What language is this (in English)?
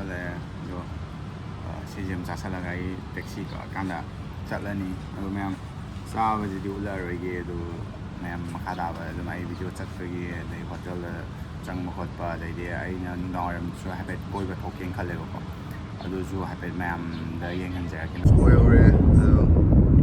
Manipuri